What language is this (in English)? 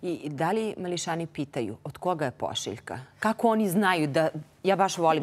Serbian